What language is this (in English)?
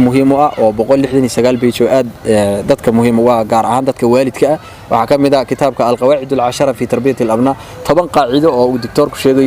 Somali